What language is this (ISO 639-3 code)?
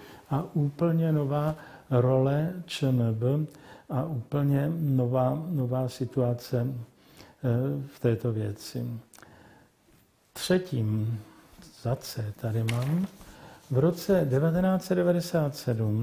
ces